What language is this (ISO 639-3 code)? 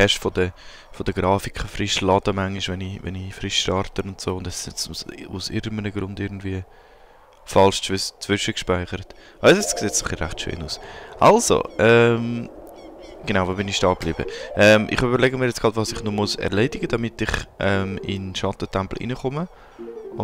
gsw